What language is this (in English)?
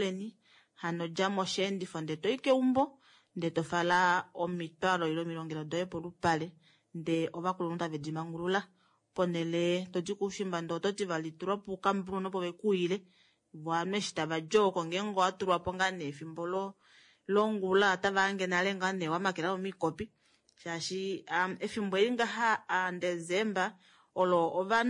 Kuanyama